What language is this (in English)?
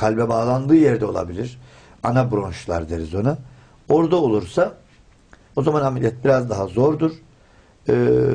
Turkish